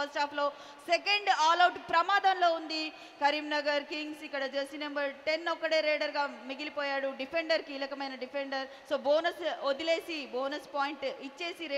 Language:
Telugu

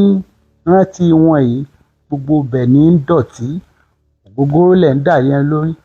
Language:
Yoruba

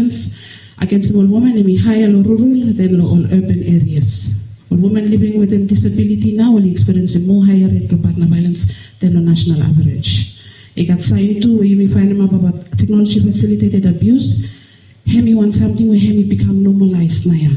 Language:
Bislama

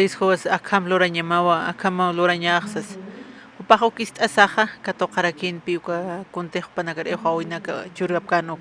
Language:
Aymara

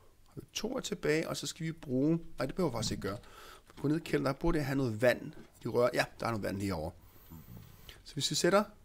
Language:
Danish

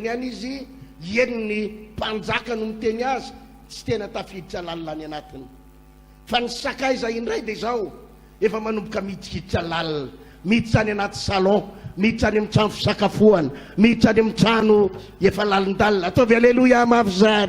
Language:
Malagasy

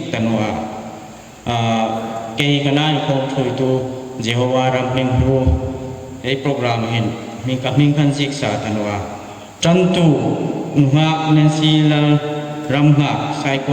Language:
Hmar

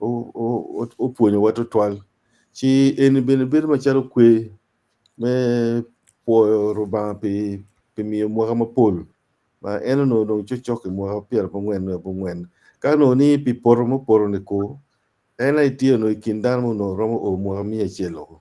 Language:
Acoli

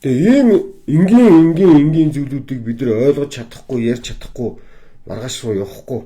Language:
Mongolian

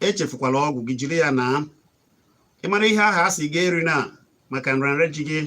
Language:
Igbo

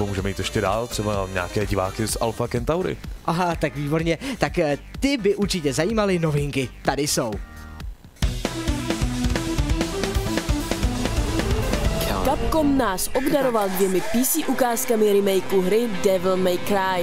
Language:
Czech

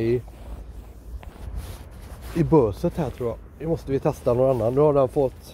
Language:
Swedish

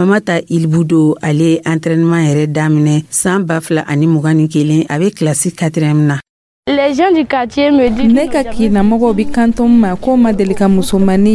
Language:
Dyula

